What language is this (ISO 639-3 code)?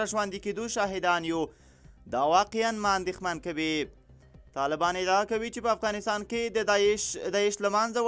pus